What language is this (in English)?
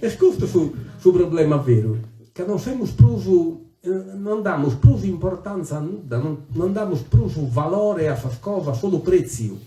Sardinian